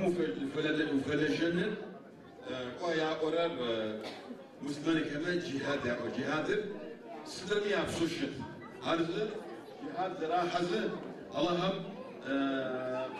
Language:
Adyghe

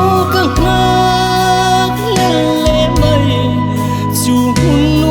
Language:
Mizo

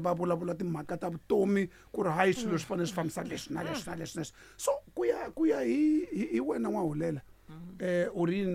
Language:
Tsonga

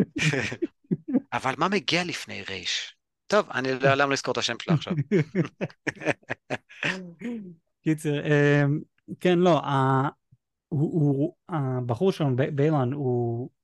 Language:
Hebrew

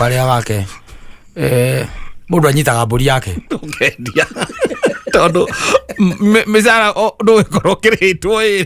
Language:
Kikuyu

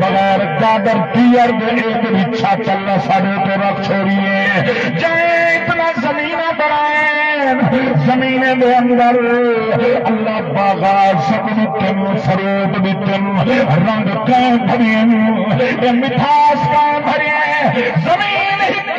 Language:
Saraiki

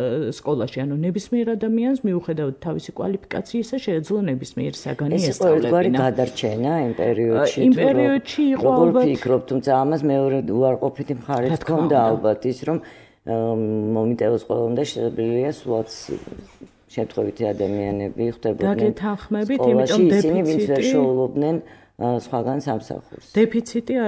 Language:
Georgian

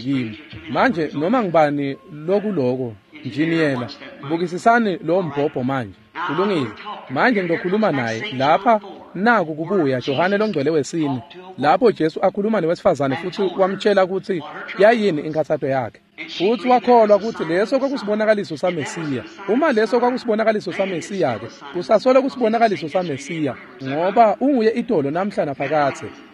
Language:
Swati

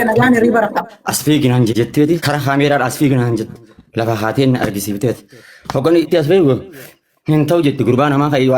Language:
Oromo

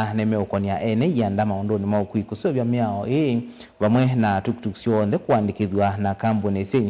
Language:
Kamba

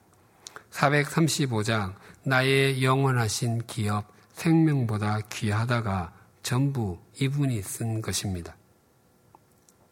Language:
Korean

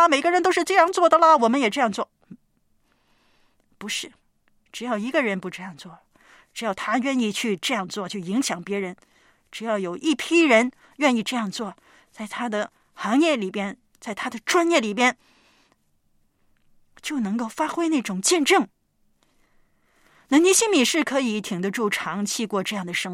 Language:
Chinese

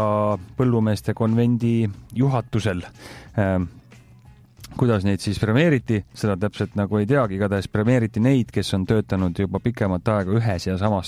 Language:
Estonian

